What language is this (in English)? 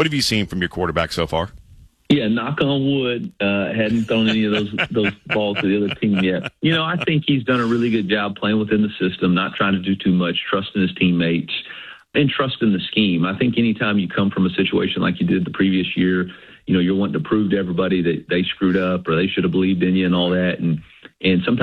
English